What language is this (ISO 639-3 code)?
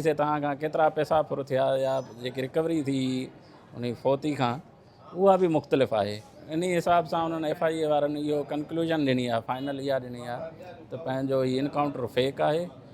snd